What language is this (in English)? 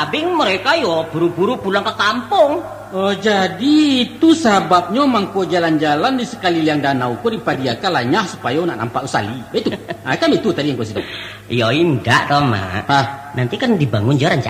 Minangkabau